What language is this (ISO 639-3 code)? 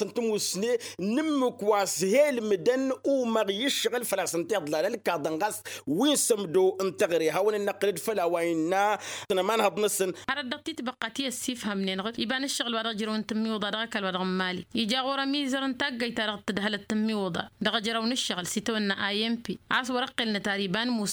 taq